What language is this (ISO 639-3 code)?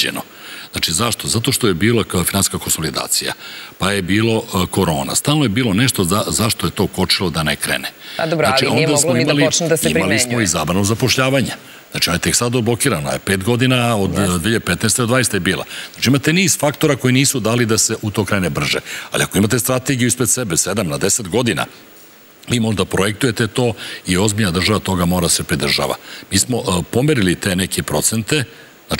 srp